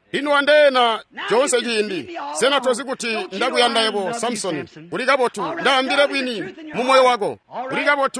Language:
Tonga (Zambia)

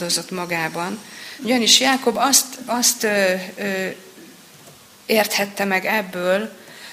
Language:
Hungarian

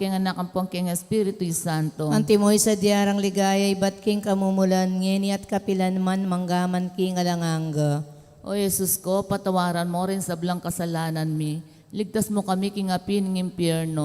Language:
Pampanga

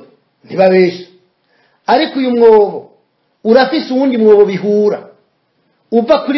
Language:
Rundi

